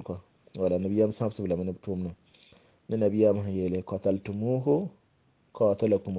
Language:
Mossi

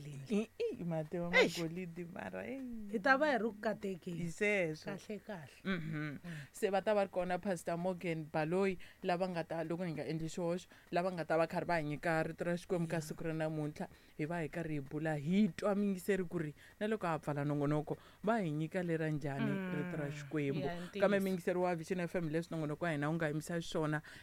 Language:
Tsonga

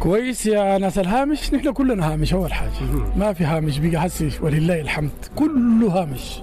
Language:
Sudanese Arabic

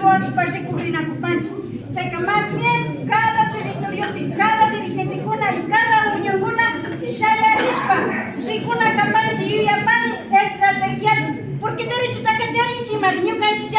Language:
Imbabura Highland Quichua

